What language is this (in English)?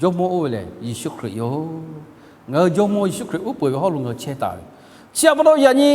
Lahu